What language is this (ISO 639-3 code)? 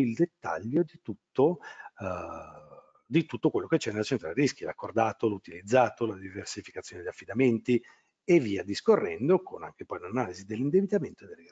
ita